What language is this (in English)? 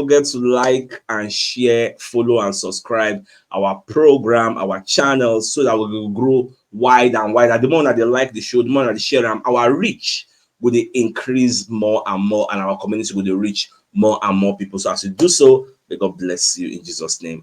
Nigerian Pidgin